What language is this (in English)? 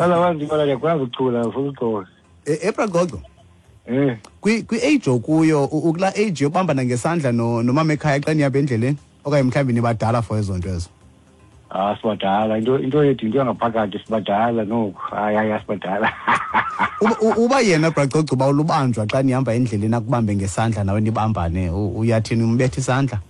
Xhosa